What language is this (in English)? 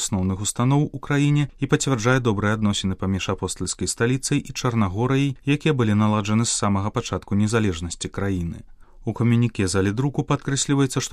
Belarusian